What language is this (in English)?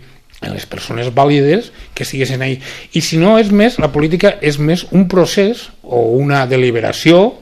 Catalan